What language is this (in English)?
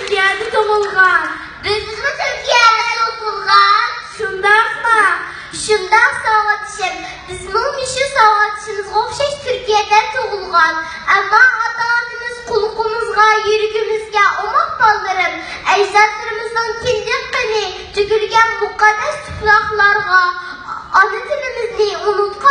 Uyghur